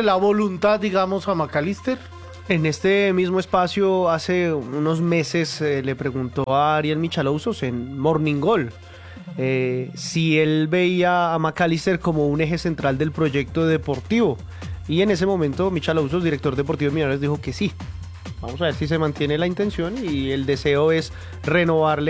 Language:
Spanish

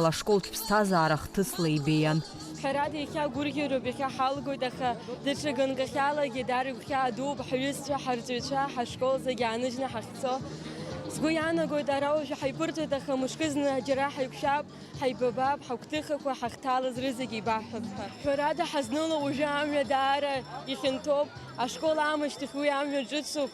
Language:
Abkhazian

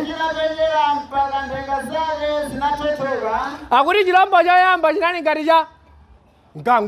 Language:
Nyanja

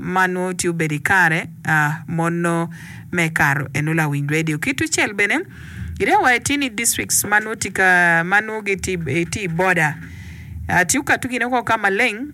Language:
Acoli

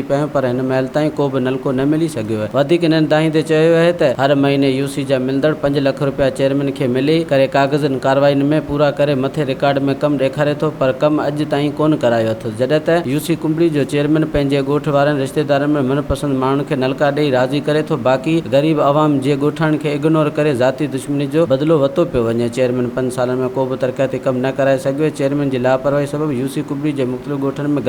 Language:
Sindhi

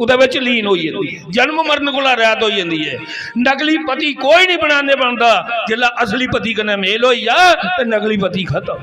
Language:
Dogri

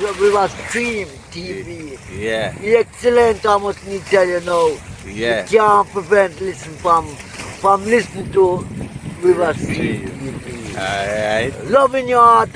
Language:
Jamaican Creole English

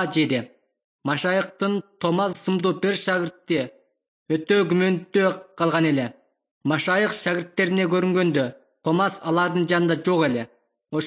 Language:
Kyrgyz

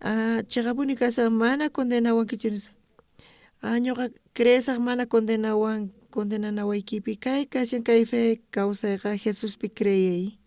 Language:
South Bolivian Quechua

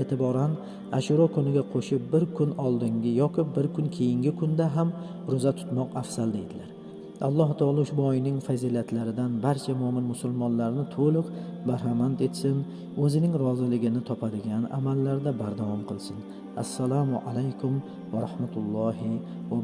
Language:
Uzbek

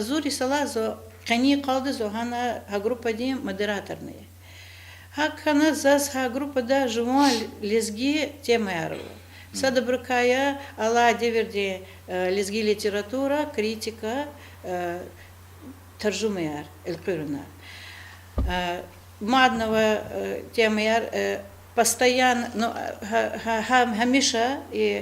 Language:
Lezghian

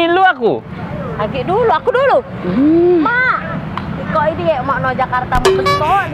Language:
Musi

